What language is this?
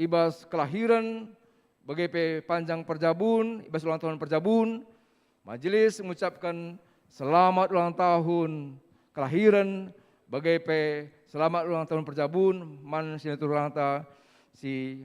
Batak Karo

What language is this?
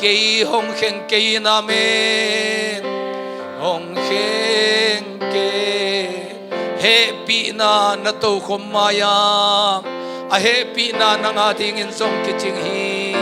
Tedim Chin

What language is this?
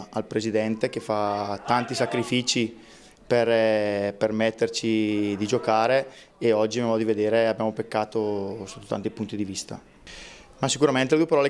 Italian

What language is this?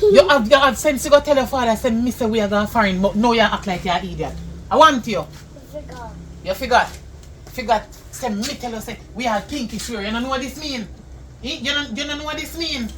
Jamaican Creole English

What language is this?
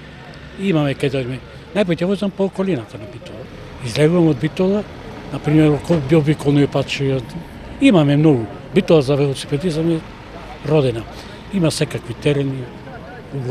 Macedonian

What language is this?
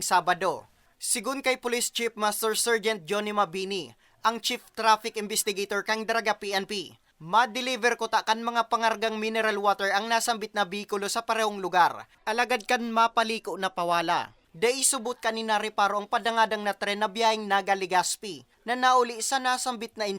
Bikol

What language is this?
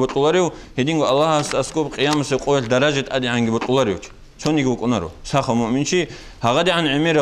Avaric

